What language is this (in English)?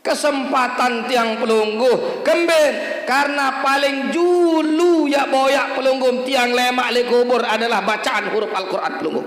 Sasak